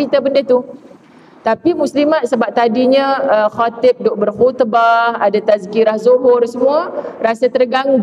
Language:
Malay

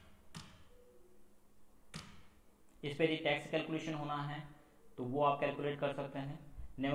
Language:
Hindi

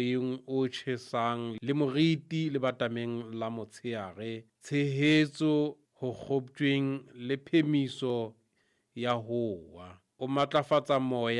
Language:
Southern Sotho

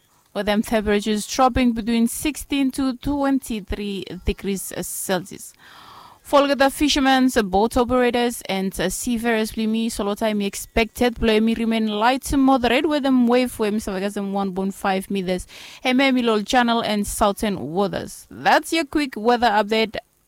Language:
Bislama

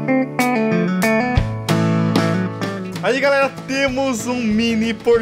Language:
Portuguese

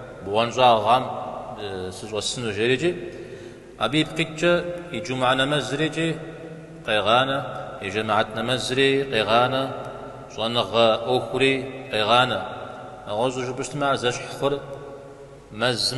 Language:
Kabardian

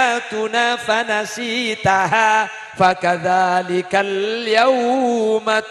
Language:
Madurese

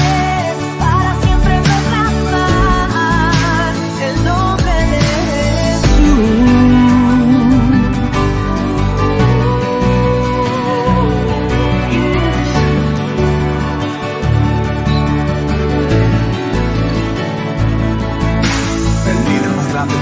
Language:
Spanish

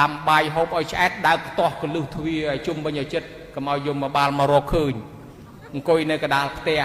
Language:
Khmer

